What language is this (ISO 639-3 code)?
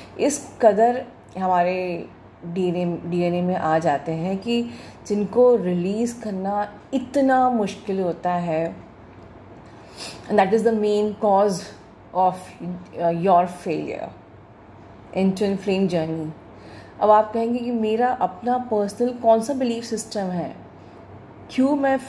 hin